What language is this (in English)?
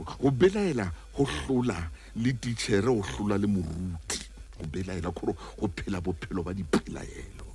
Southern Sotho